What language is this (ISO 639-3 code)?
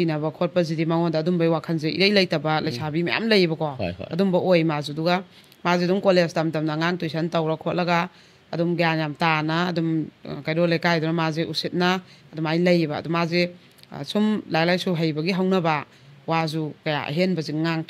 mni